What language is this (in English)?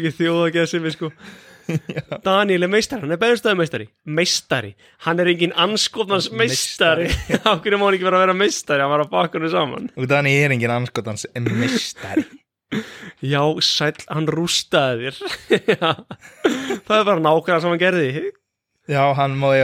Icelandic